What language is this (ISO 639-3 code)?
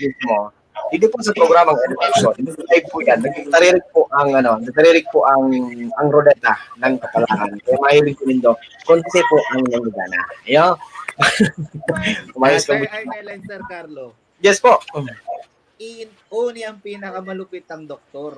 bik